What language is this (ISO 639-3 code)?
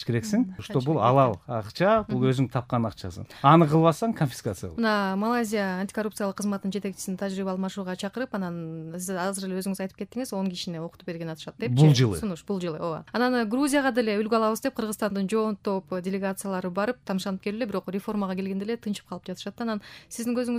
kir